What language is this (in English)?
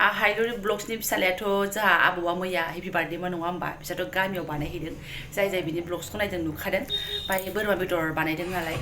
Bodo